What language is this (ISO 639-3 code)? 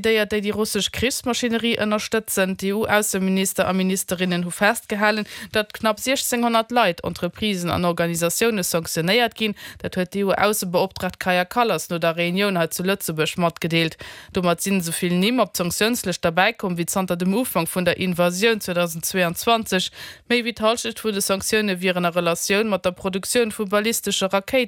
ltz